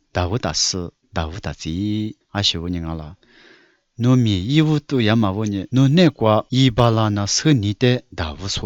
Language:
Lisu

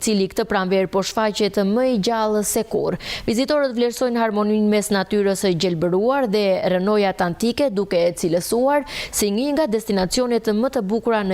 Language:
Albanian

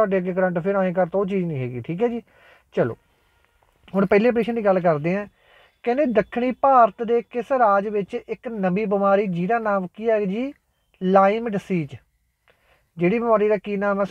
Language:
Punjabi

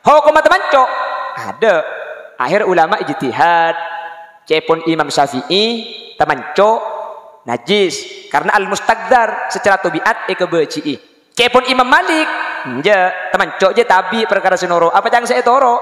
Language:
Madurese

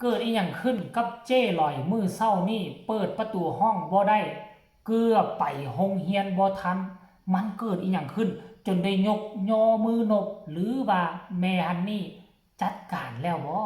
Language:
Northeastern Thai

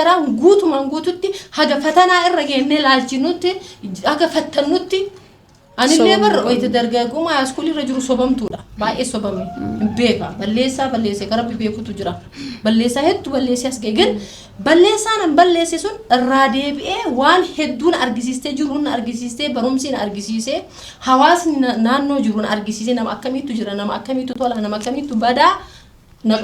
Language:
Oromo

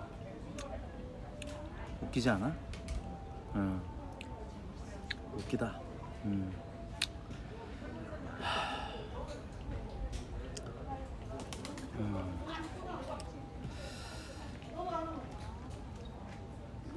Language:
Korean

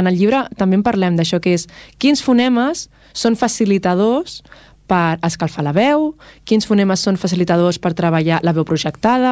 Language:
Catalan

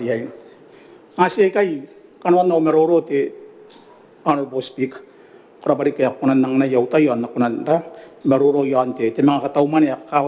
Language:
Gilbertese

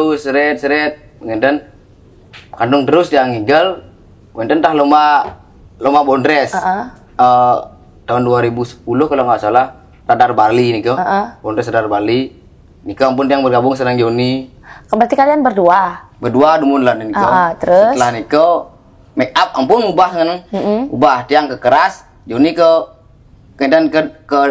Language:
Balinese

